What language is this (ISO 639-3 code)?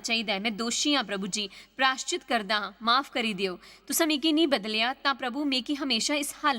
doi